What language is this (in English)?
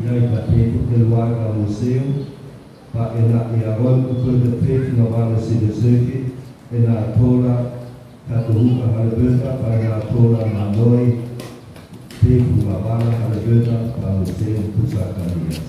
Nias